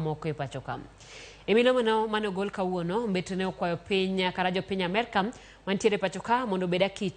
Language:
Luo (Kenya and Tanzania)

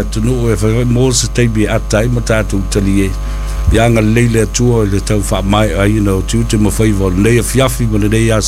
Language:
Samoan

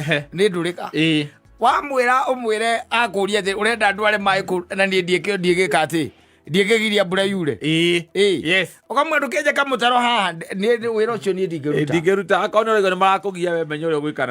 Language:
Kikuyu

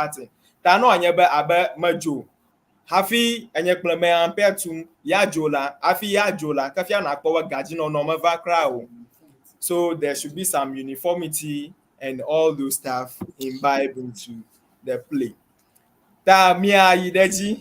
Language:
Ewe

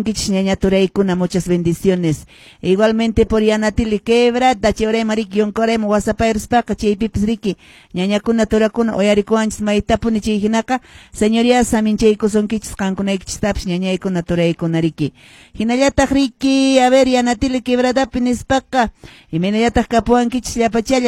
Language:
Quechua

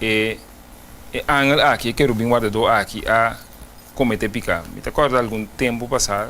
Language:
Papiamento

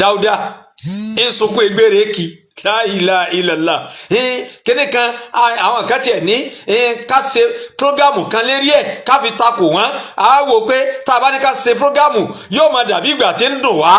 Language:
Yoruba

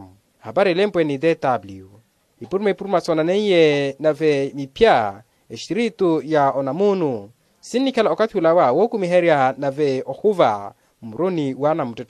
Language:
Makhuwa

